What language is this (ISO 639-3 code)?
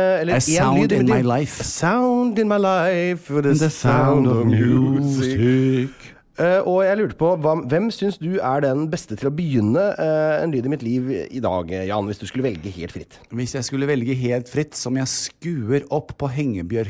nor